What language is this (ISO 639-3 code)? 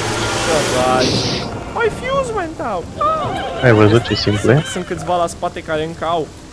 ron